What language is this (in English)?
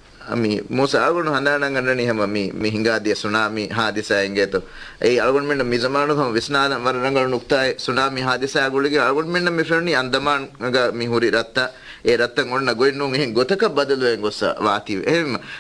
Divehi